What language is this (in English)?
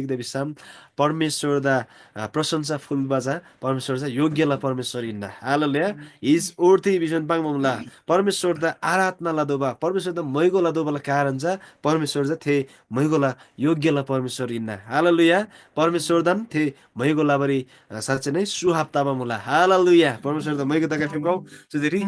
Eastern Tamang